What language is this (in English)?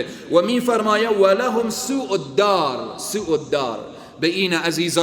Persian